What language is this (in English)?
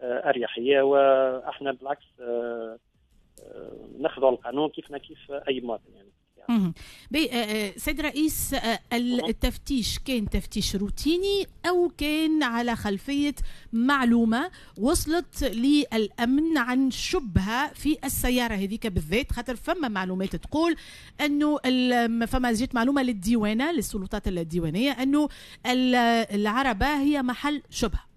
Tunisian Arabic